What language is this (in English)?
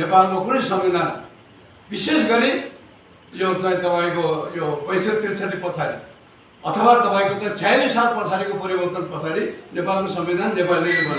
Nepali